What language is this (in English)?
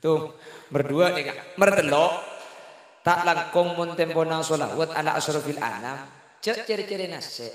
Madurese